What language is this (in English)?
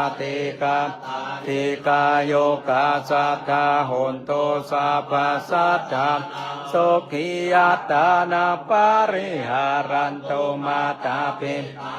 Pali